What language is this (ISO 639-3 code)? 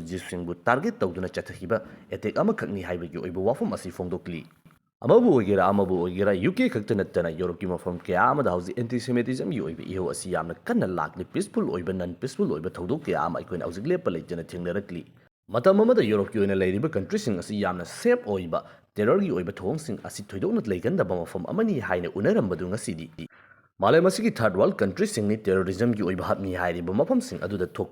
mni